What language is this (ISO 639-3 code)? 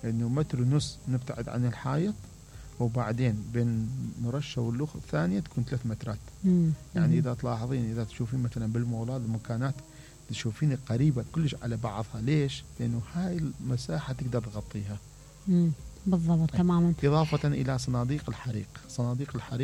acm